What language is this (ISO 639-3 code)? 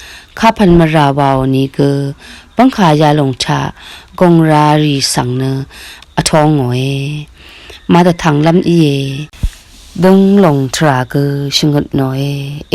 raw